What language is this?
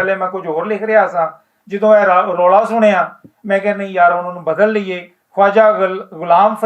Western Panjabi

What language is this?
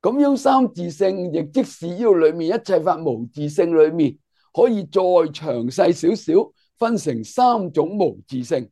Cantonese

